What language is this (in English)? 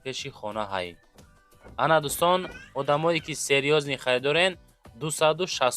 Tajik